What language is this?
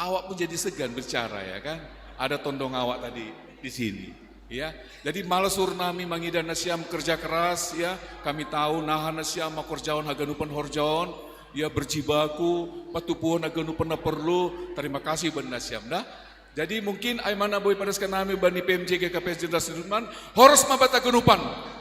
Batak Simalungun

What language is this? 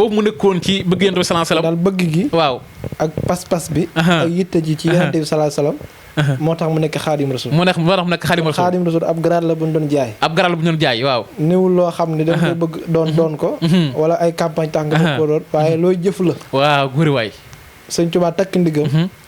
Wolof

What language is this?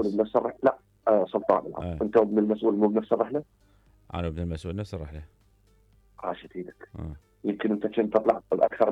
Mesopotamian Arabic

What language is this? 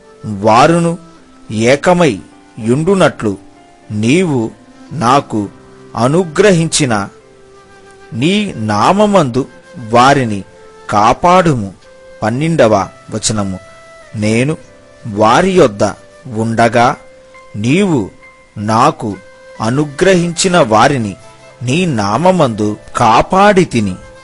Telugu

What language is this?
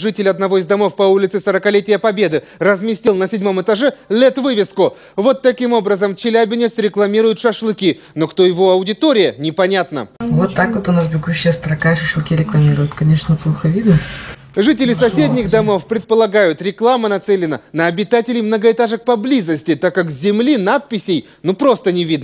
Russian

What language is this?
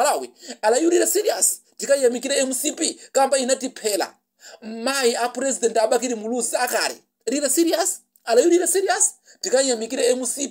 Nyanja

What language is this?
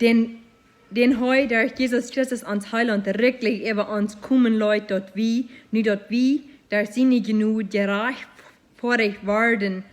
Plautdietsch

